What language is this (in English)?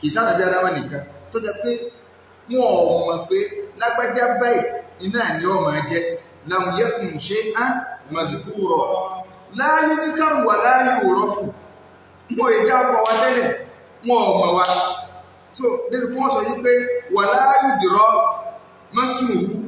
Yoruba